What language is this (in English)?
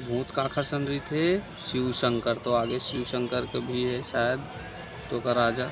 Chhattisgarhi